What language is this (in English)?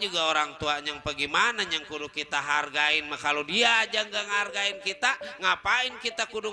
Betawi